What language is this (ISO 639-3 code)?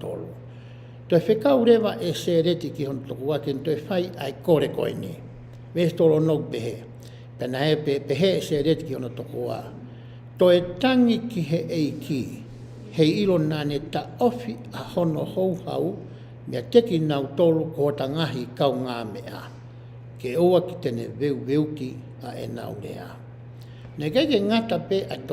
ton